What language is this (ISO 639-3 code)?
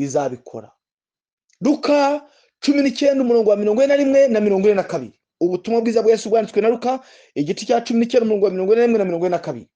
kin